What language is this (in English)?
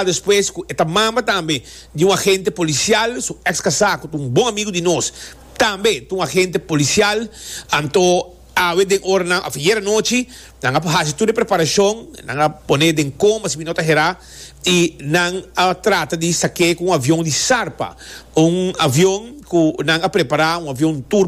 Papiamento